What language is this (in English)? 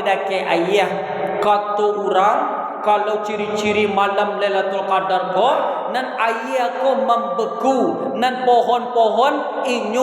Minangkabau